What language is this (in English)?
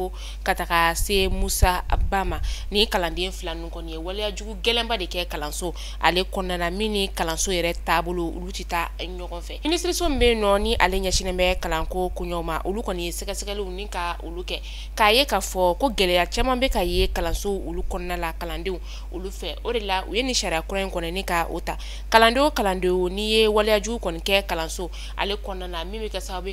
Bambara